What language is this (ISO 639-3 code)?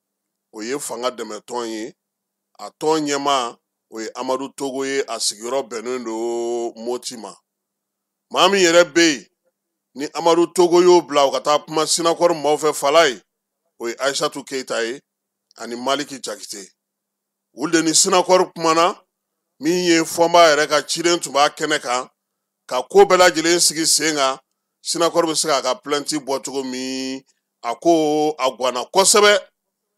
bam